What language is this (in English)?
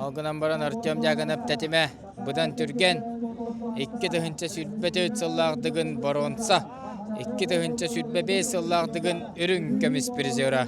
Yakut